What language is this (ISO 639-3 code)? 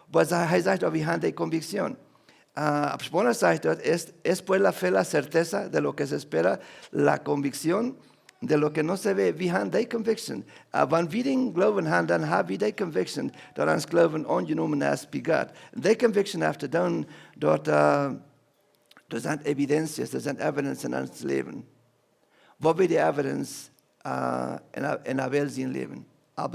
pdt